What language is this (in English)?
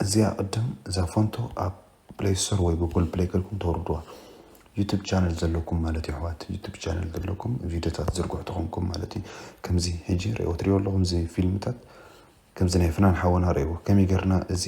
Tigrinya